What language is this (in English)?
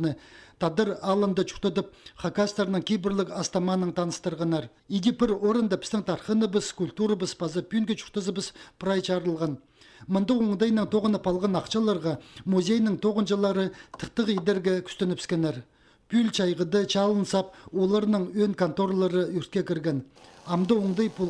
Khakas